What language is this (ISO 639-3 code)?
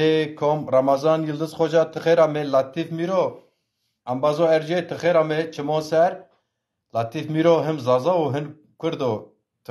zza